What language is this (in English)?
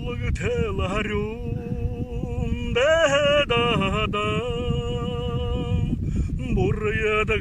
Buriat